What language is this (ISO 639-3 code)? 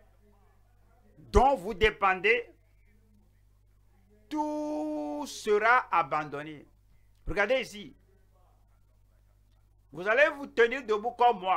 fra